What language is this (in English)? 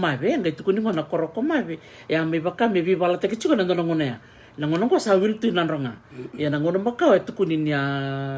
Fijian